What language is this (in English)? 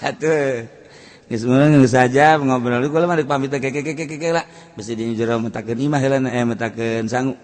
Sundanese